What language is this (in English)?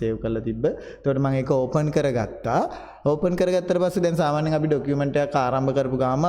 Sinhala